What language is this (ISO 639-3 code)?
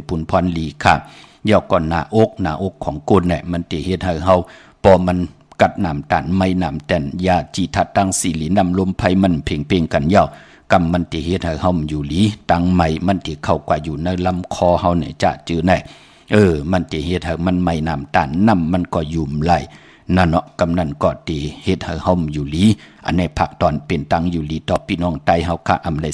shn